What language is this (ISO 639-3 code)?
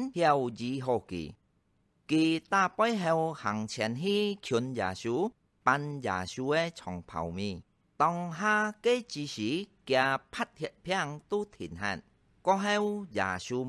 hak